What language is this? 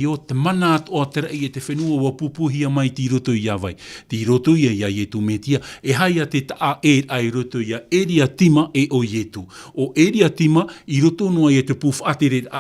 Tahitian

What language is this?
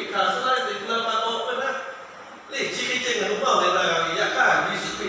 Lahu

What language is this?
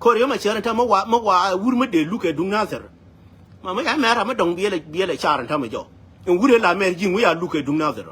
Nuer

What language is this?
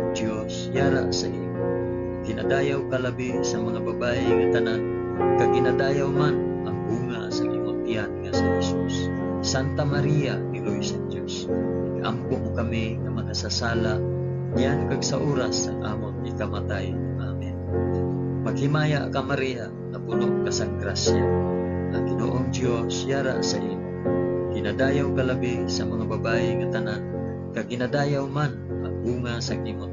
Hiligaynon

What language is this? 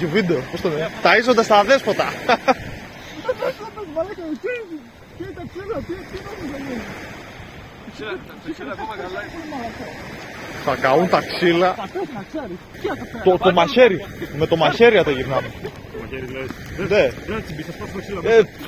Greek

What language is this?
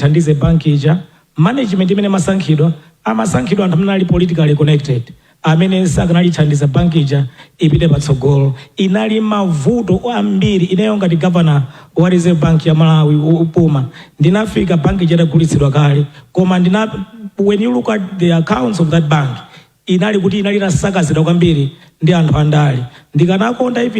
Nyanja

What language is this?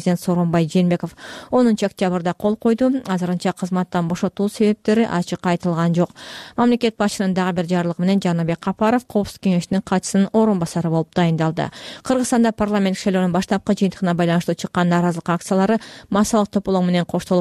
Kyrgyz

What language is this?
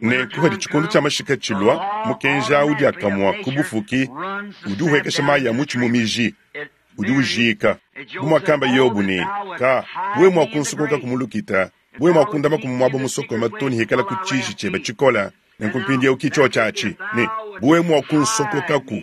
Luba-Lulua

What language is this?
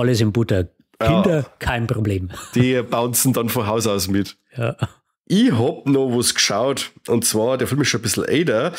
Bavarian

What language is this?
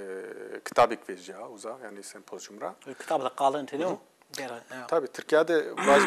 Zaza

